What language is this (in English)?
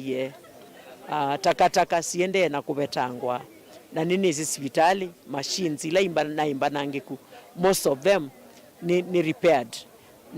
Kamba